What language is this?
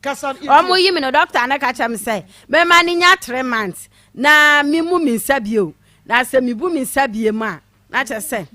Akan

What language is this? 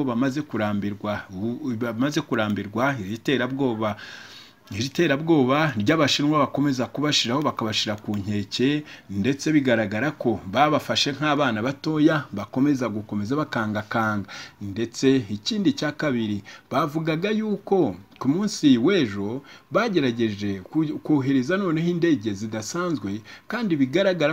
Kinyarwanda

